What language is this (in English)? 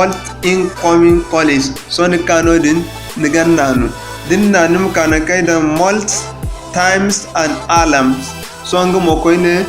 Zarma